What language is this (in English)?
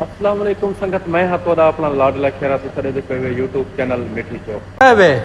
Saraiki